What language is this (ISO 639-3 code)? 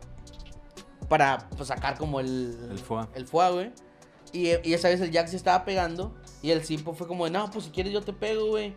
spa